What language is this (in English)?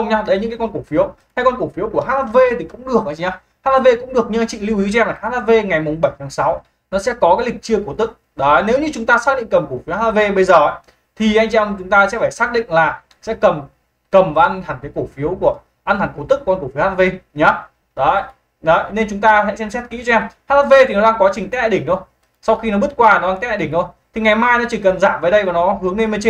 Vietnamese